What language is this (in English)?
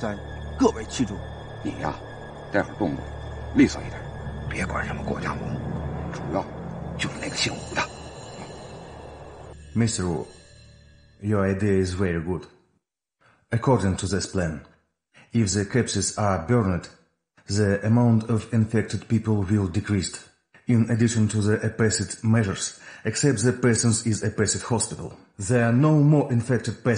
Chinese